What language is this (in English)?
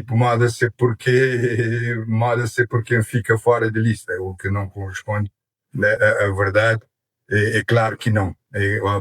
Kabuverdianu